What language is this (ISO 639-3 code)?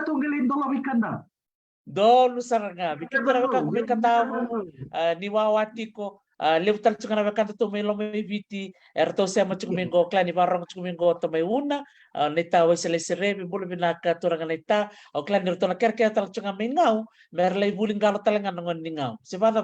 fij